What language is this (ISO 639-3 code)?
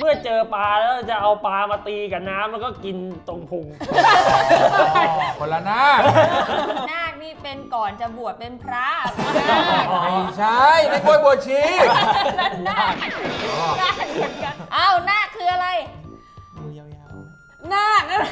tha